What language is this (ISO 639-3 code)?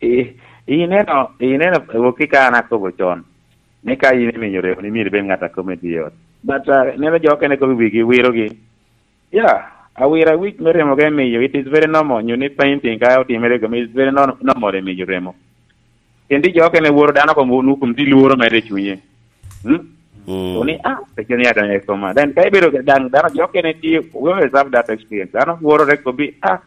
laj